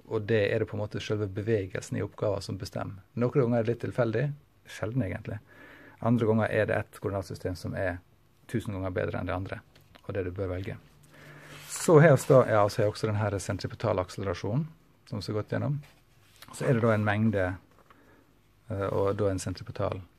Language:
Norwegian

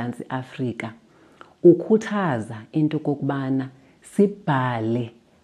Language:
Xhosa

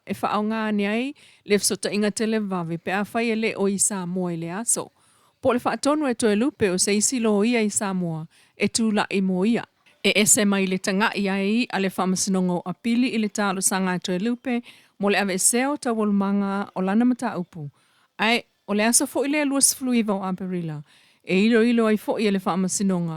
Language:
Samoan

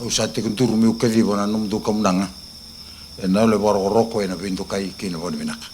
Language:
Fijian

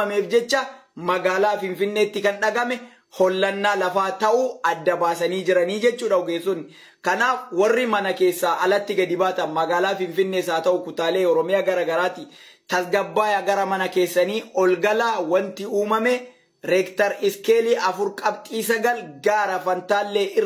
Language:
Oromo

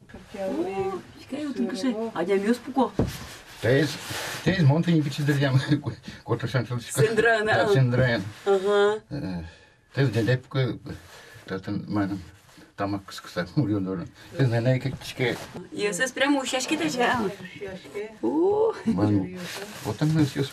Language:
Udmurt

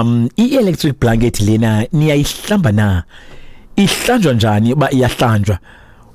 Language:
Xhosa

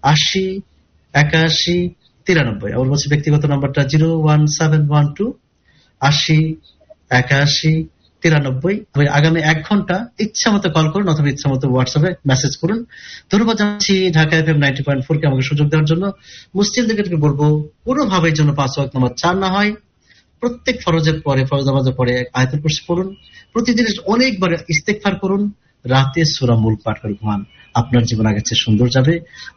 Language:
Bangla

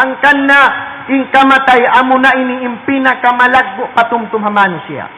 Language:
Tausug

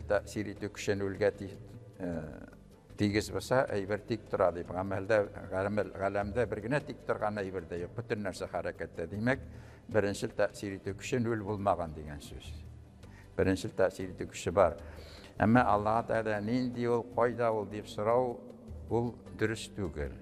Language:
Tatar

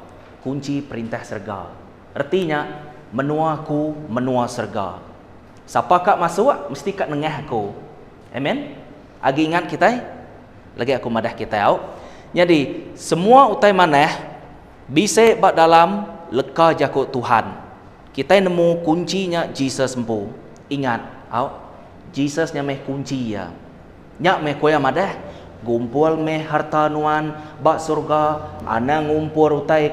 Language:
Iban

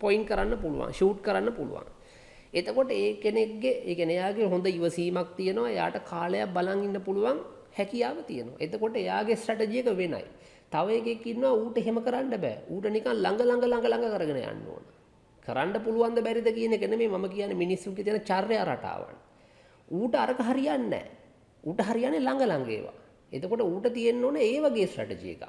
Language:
Sinhala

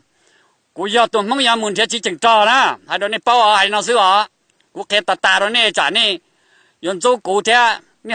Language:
Hmong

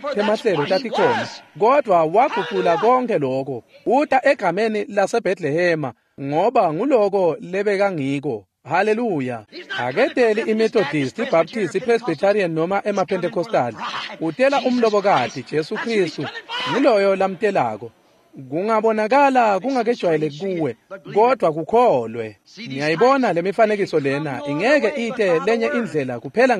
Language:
Swati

